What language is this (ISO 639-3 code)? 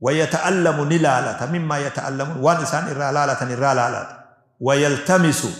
orm